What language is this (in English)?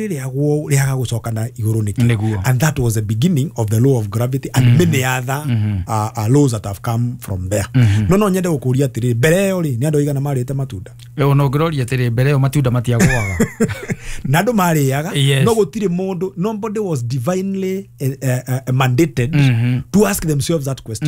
Kikuyu